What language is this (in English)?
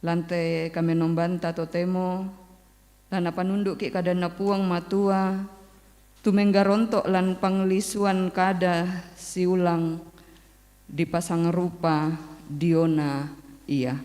Toraja-Sa'dan